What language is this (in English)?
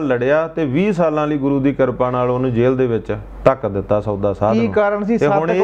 Punjabi